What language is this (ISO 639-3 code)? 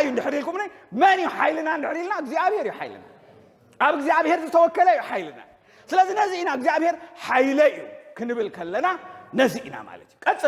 tir